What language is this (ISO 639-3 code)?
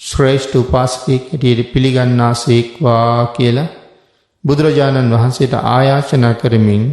sin